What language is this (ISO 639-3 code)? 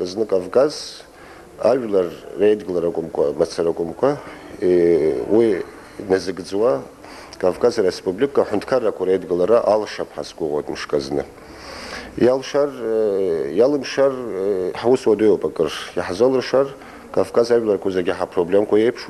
abk